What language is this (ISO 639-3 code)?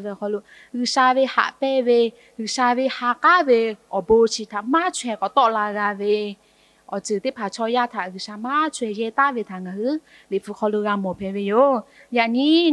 lhu